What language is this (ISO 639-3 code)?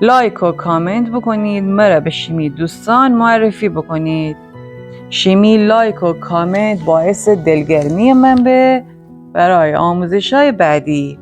glk